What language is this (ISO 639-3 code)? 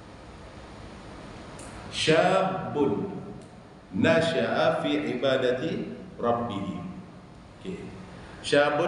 msa